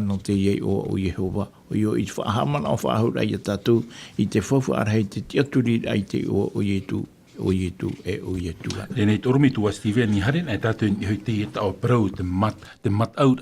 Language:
Tahitian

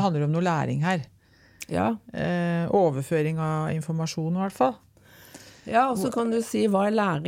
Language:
Norwegian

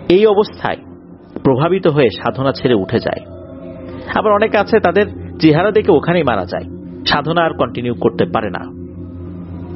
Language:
Bangla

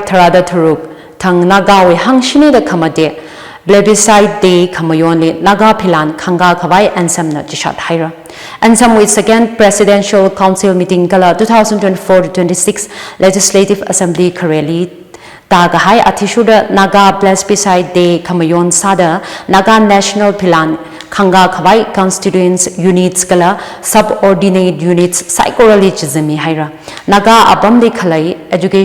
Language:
Tangkhul Naga (India)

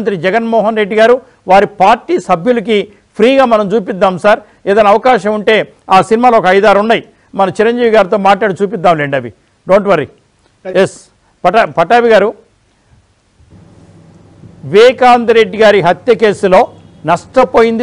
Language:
Telugu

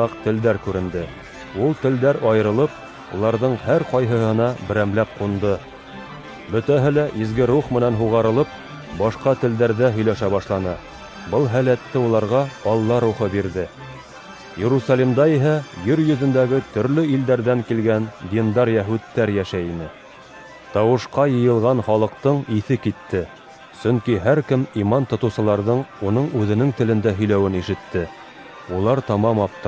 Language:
Bashkir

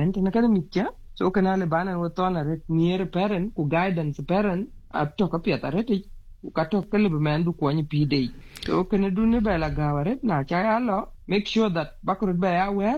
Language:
Vietnamese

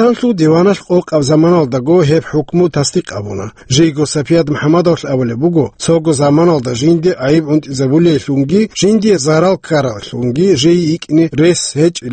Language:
Avaric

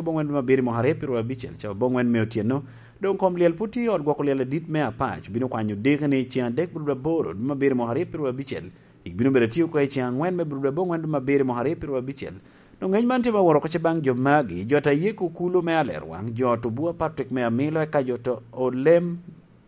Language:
Lango (Uganda)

